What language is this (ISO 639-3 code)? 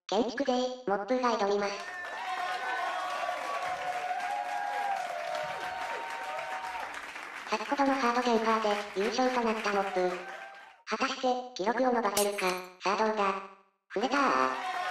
jpn